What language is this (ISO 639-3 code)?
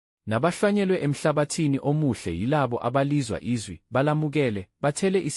zul